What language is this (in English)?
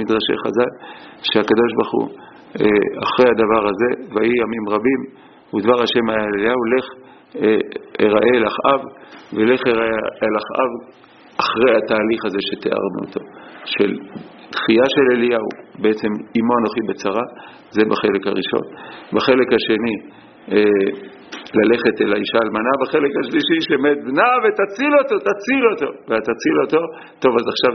Hebrew